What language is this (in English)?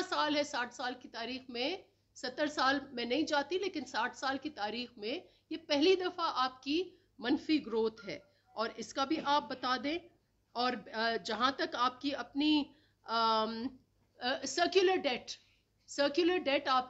Urdu